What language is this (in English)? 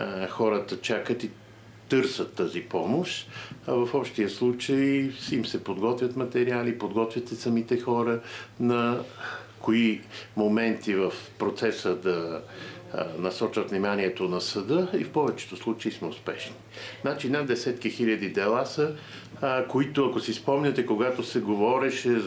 Bulgarian